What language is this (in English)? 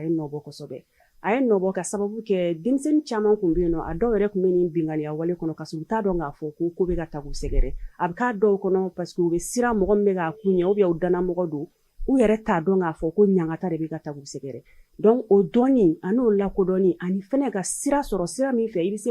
Bambara